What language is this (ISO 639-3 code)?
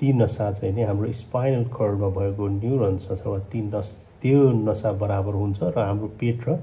nep